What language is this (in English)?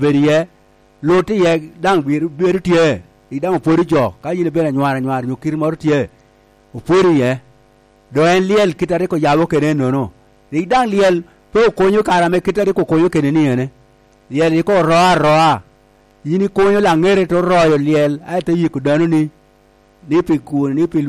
Lango (Uganda)